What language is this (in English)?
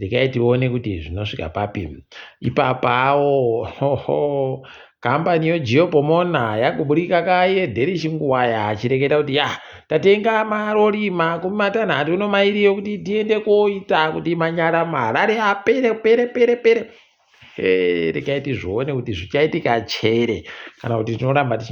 Ndau